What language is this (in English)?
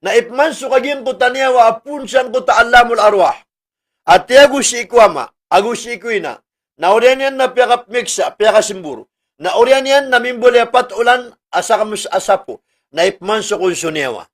Maranao